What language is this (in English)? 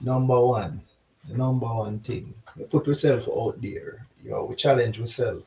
Jamaican Creole English